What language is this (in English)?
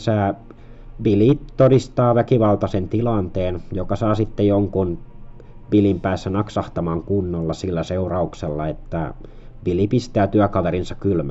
Finnish